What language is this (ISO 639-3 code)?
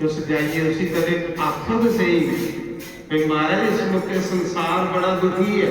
doi